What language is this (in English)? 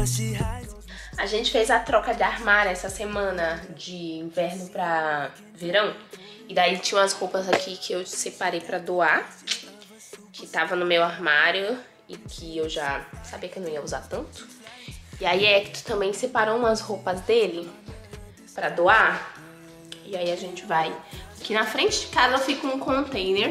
Portuguese